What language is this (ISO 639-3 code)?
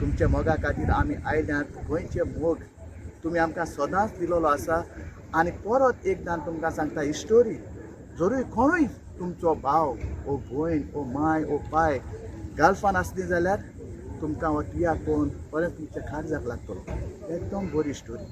kok